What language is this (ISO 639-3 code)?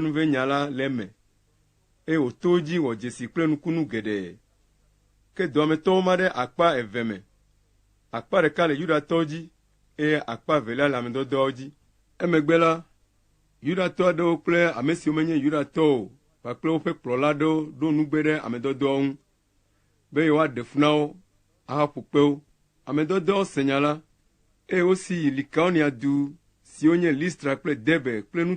ewe